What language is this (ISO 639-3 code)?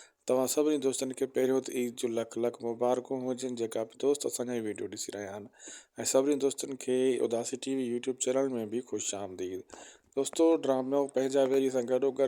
snd